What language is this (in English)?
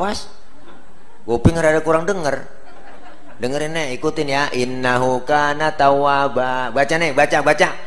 Betawi